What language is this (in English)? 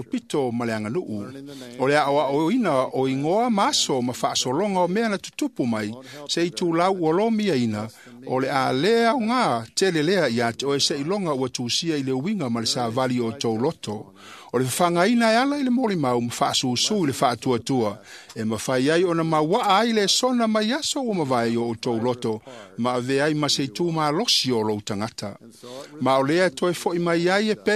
Samoan